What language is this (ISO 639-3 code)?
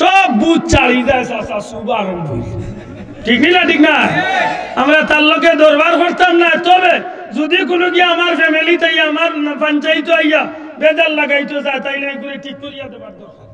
syl